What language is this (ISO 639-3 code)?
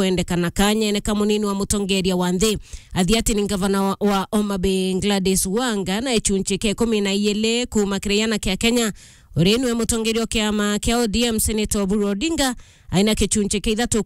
mer